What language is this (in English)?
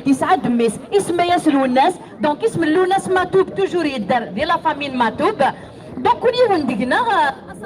Kabyle